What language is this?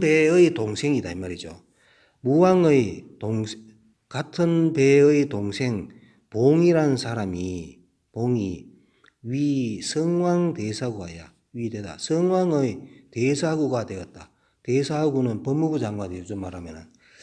Korean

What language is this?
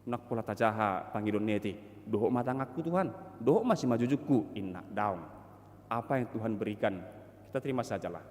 Batak Toba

